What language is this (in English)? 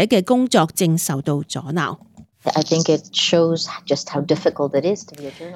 Cantonese